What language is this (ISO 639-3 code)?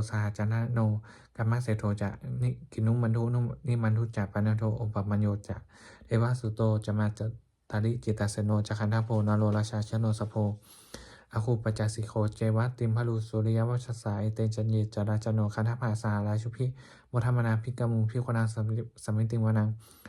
pli